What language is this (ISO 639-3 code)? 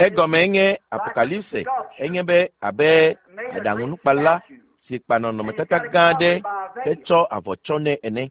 ewe